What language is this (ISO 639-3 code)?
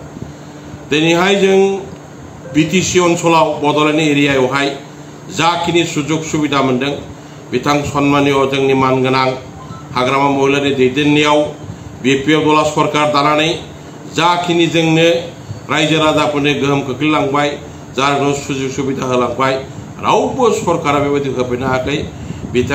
brx